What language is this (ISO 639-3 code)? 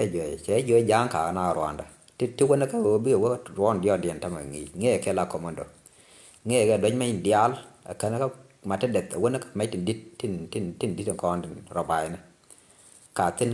nus